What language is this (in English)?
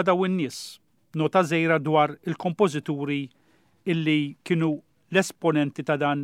Maltese